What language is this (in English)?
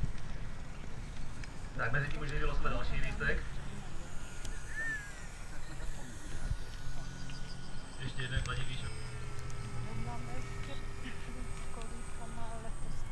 Czech